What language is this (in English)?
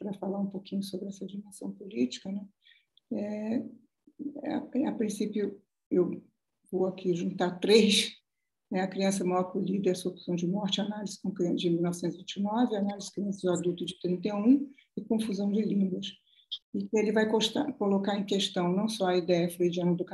Portuguese